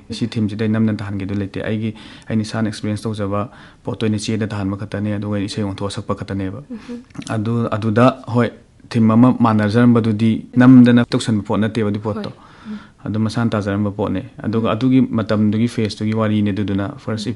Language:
Manipuri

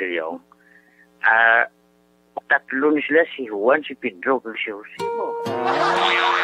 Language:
Hiligaynon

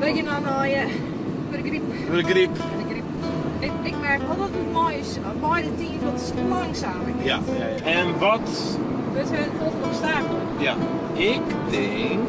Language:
Western Frisian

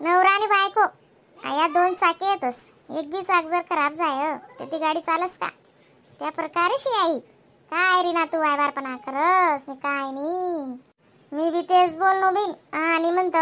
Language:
Khandesi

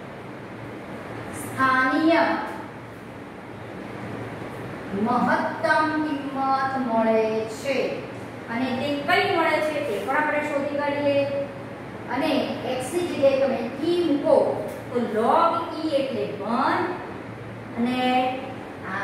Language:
Gujarati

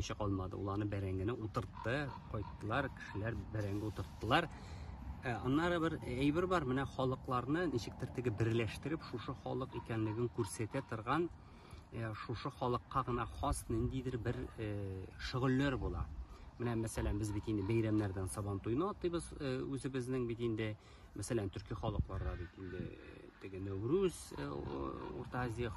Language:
Tatar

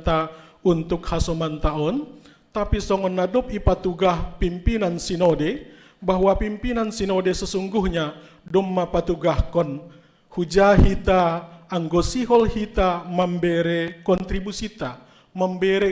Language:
Batak Simalungun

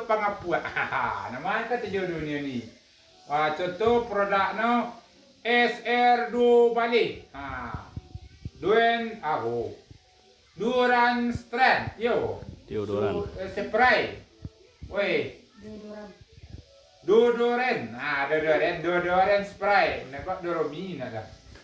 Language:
Minangkabau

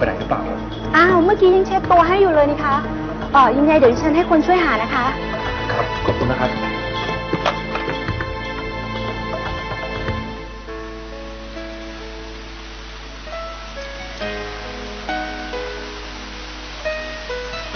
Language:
Thai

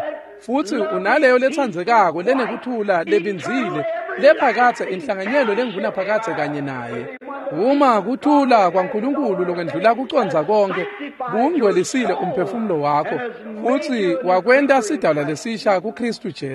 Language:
Swati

